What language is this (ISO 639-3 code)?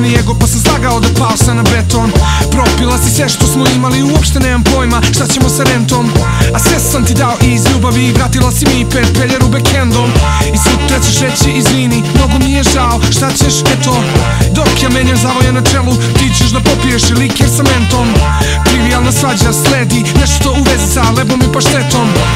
srp